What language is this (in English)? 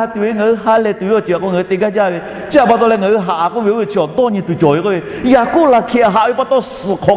Lahu